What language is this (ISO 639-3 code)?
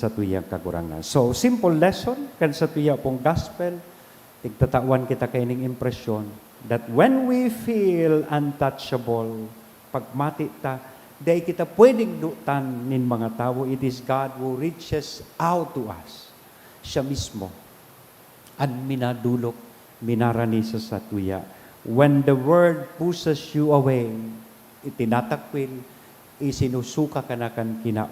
bik